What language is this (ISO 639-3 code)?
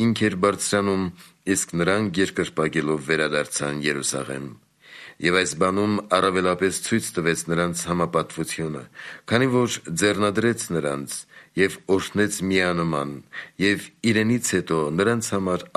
hye